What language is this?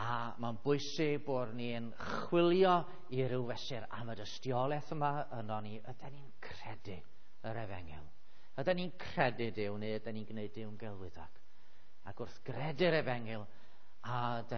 Welsh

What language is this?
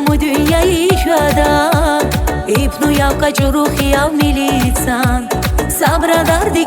Tabassaran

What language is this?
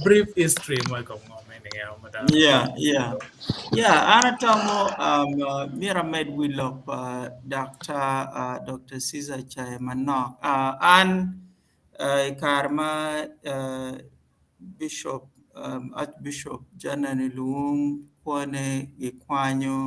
Acoli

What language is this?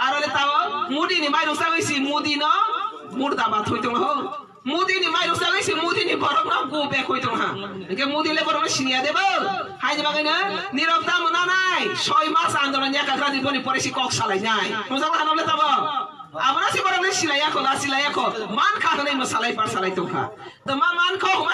Kok Borok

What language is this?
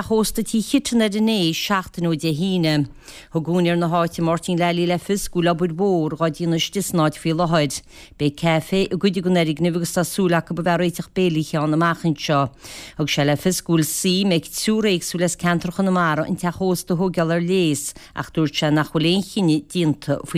Irish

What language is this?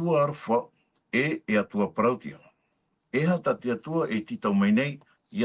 Tahitian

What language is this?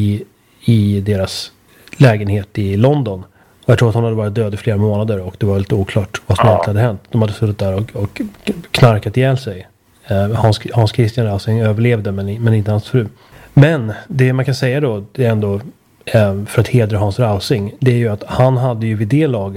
Swedish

